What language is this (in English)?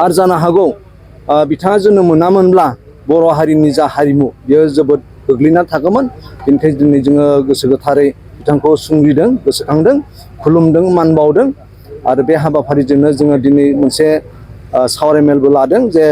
Bodo